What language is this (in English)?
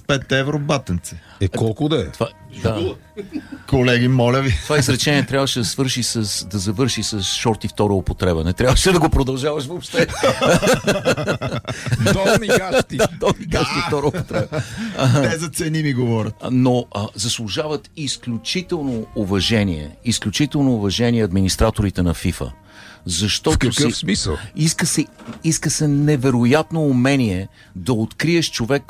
Bulgarian